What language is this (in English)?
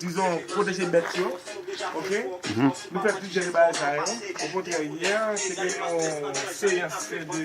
Haitian Creole